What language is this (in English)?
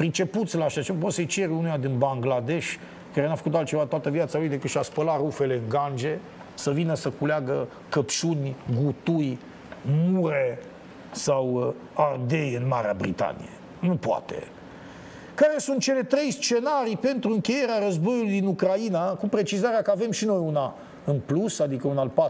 Romanian